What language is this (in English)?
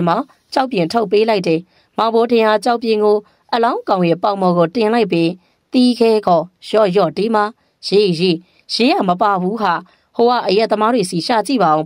Burmese